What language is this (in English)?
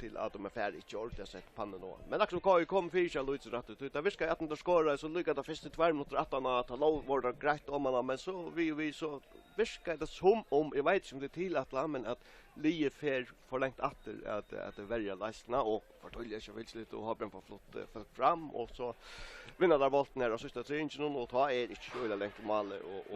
Faroese